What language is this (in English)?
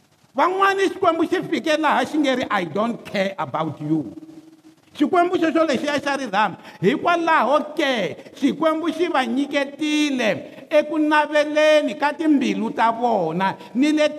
Tsonga